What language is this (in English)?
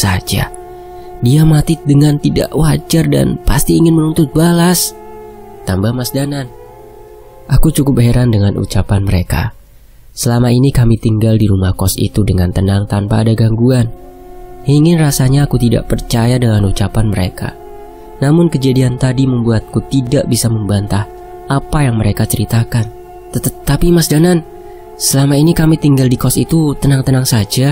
Indonesian